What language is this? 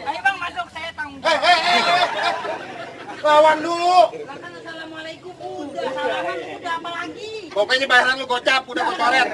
Betawi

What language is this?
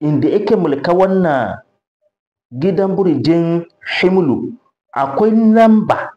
Hausa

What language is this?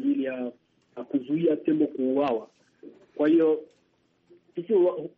Swahili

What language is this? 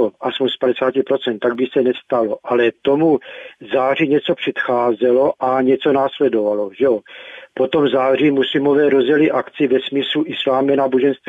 Czech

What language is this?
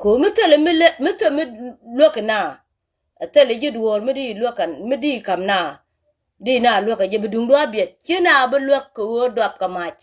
Nuer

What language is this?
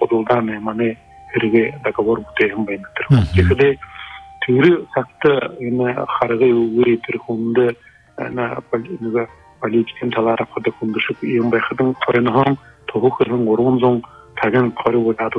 Buriat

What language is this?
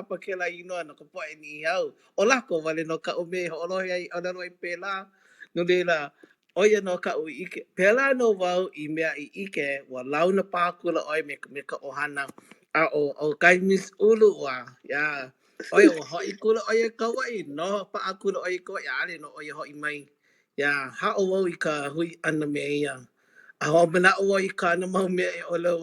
Hawaiian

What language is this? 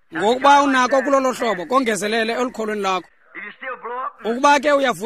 Xhosa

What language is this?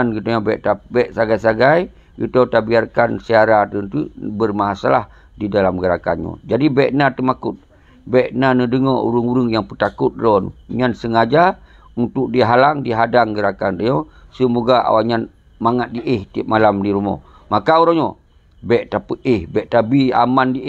Achinese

